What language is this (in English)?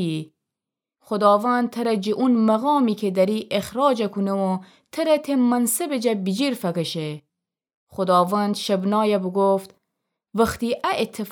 Gilaki